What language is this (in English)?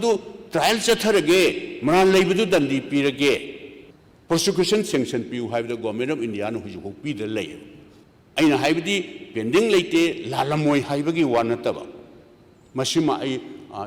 Manipuri